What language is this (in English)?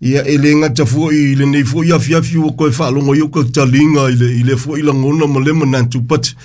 Samoan